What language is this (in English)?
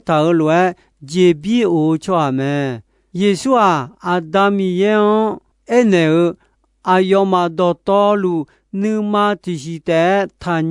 Akha